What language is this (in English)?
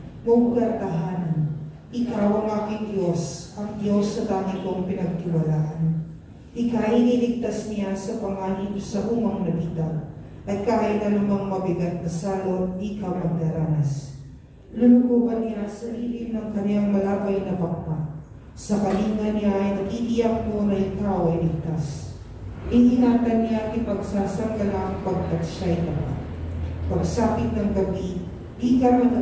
Filipino